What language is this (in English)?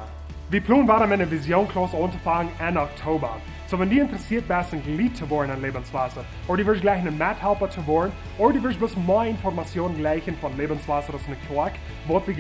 Plautdietsch